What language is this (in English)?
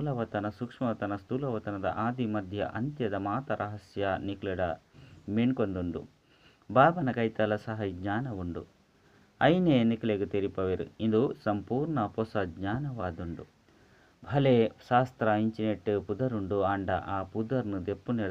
Tulu